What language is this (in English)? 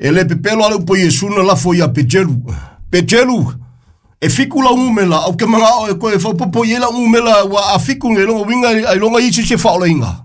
Samoan